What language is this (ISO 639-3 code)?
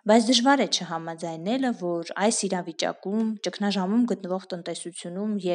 hye